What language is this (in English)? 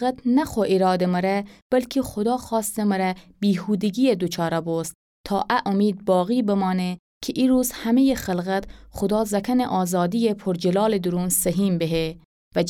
Gilaki